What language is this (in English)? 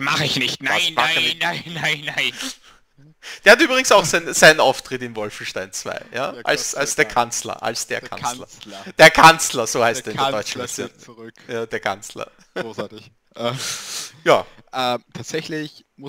German